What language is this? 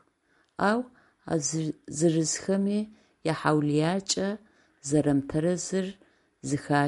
Adyghe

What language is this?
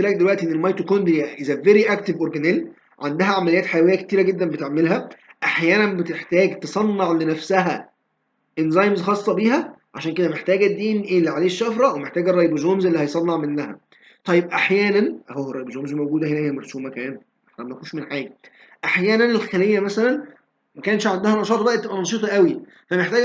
Egyptian Arabic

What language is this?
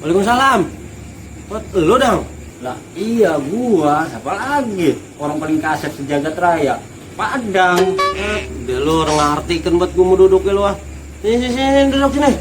Betawi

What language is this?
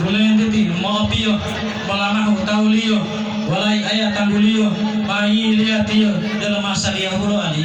Gorontalo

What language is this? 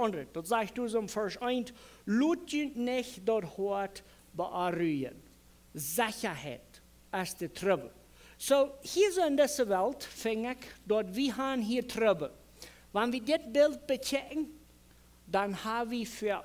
Plautdietsch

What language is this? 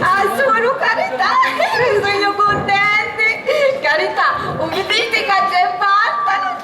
Sicilian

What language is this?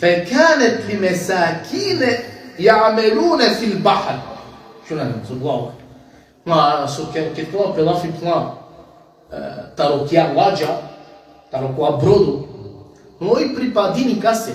Balkan Romani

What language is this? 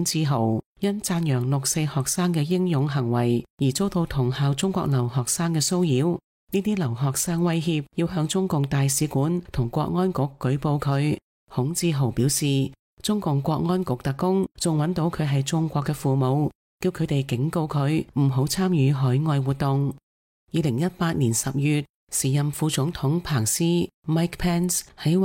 Cantonese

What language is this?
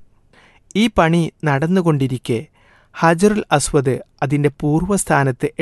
Malayalam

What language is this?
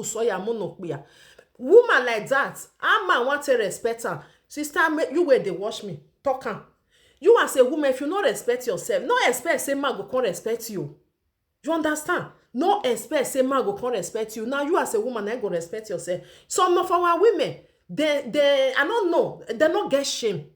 Nigerian Pidgin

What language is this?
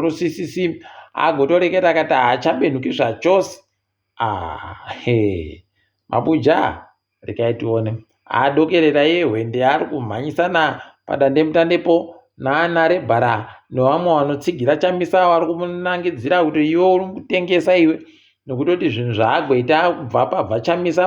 Ndau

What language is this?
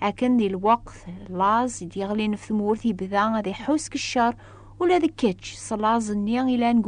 Kabyle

